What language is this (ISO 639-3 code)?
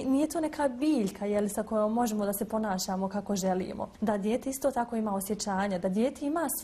bos